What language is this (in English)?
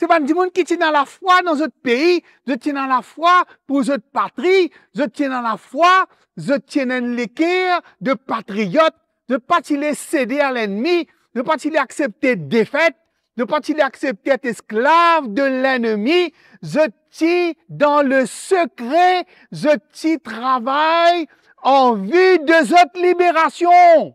Morisyen